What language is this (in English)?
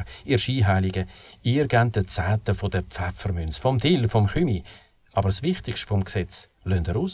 Swiss German